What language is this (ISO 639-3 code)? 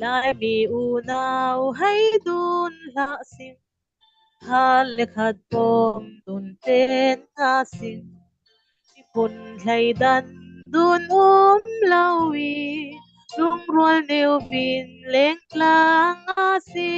cfm